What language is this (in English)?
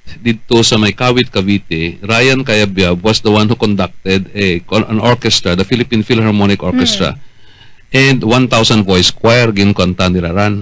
Hiligaynon